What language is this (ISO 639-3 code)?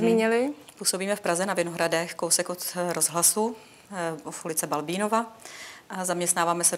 ces